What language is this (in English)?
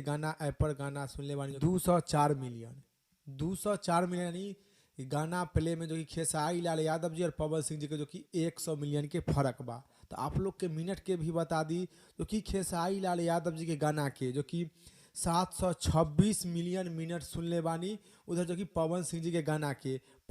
Bhojpuri